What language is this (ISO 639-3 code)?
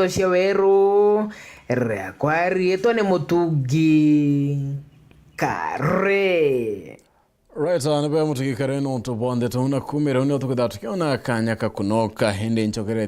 mer